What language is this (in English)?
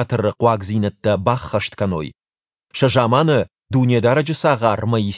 Ossetic